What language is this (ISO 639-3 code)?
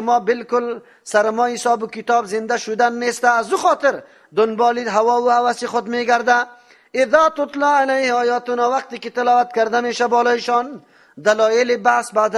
fas